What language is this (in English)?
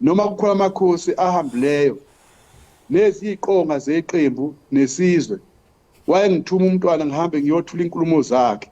Zulu